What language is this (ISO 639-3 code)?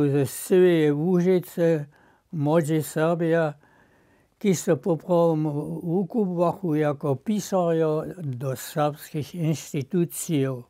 hsb